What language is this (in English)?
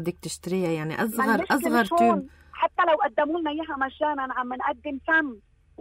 North Levantine Arabic